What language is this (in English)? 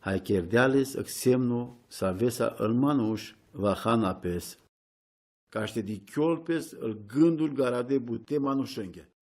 Romany